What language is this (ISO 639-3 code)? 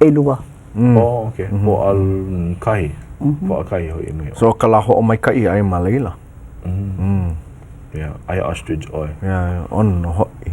haw